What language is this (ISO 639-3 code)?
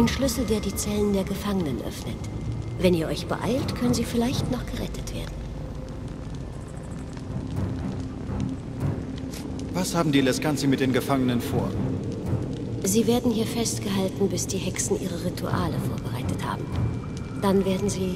deu